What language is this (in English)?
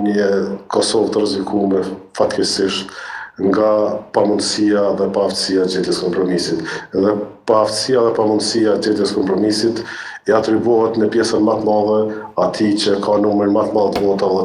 Albanian